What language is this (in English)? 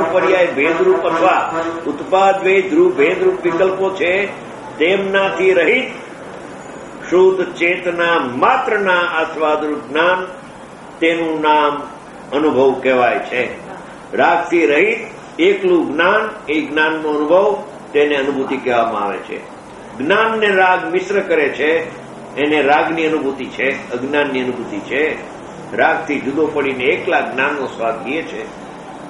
Gujarati